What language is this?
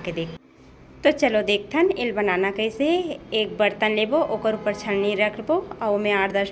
Chhattisgarhi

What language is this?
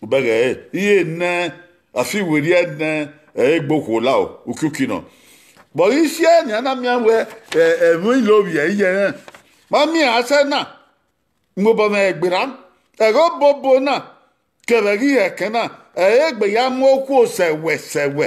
Bini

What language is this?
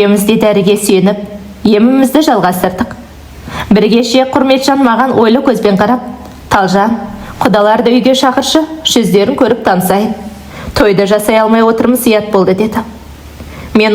Kazakh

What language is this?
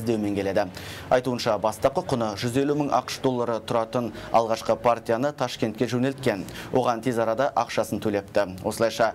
Kazakh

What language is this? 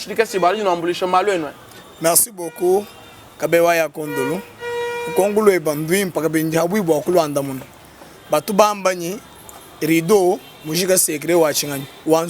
Luba-Lulua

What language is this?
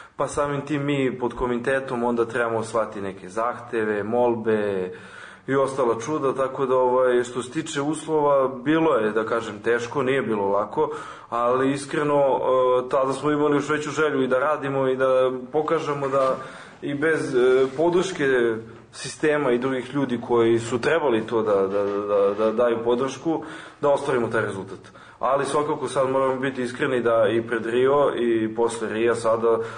Serbian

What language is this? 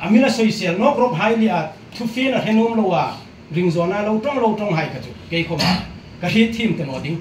Hmar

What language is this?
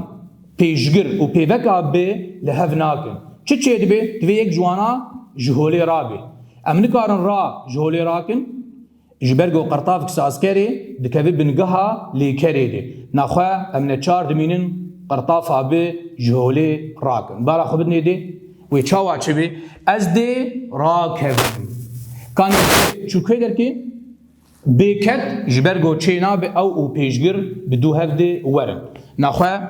Kurdish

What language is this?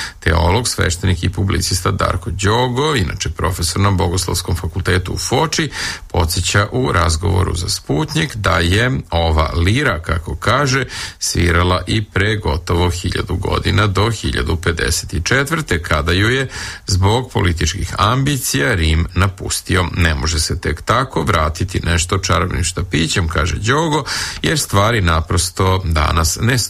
Serbian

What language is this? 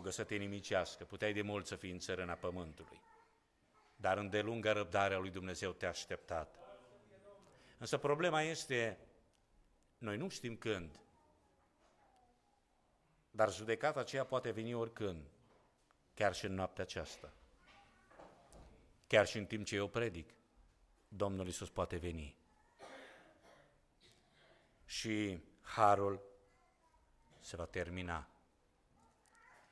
Romanian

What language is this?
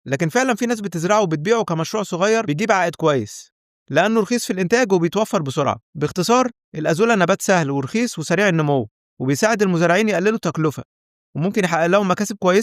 Egyptian Arabic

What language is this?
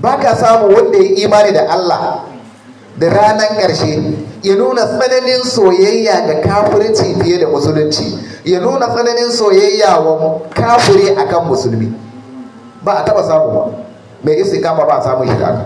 Hausa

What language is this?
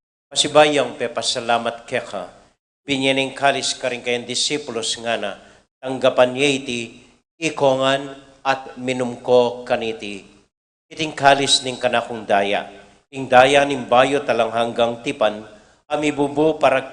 Pampanga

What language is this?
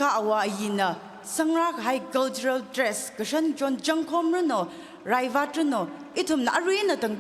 Tangkhul Naga (India)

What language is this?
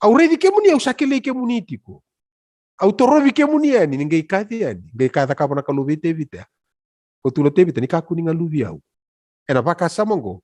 Fijian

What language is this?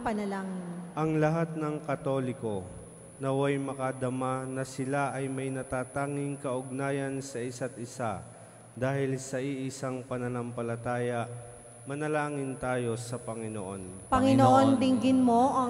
Filipino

